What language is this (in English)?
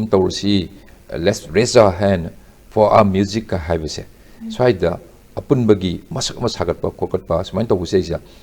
Manipuri